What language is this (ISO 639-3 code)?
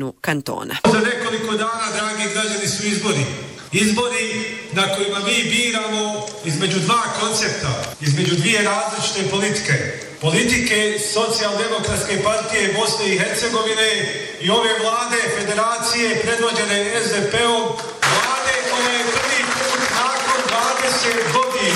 bos